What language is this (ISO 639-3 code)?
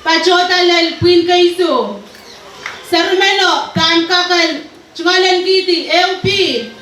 pon